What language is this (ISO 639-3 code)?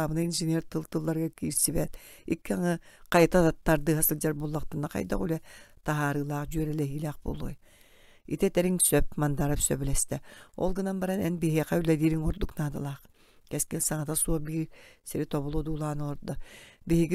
sah